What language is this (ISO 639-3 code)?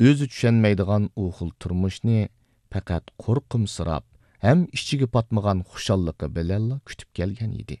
uig